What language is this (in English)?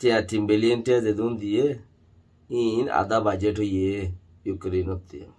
Rohingya